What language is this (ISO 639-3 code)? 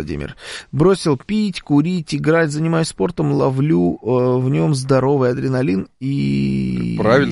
rus